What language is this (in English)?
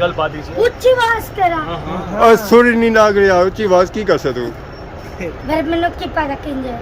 Pahari-Potwari